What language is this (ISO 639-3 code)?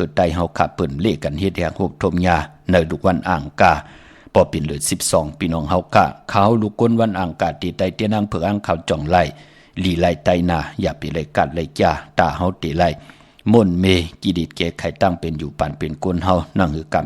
shn